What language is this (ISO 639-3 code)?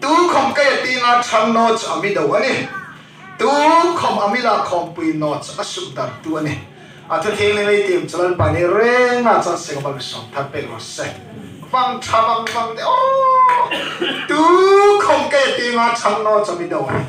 hmr